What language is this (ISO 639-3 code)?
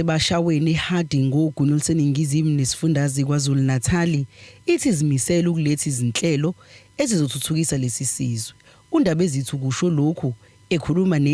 zul